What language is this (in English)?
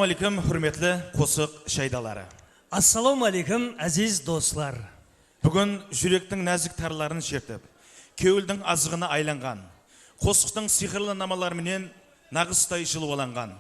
Kara-Kalpak